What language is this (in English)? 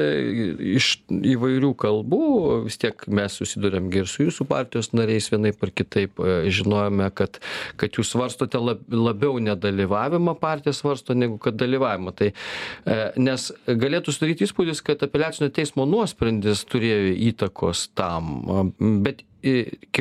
Lithuanian